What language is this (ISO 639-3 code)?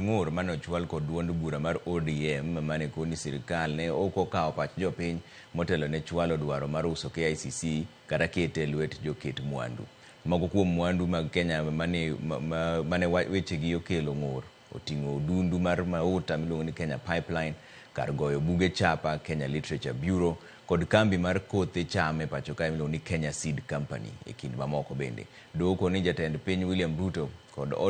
luo